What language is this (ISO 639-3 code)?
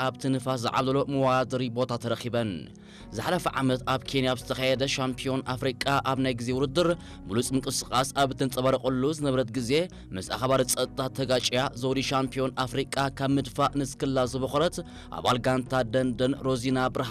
tir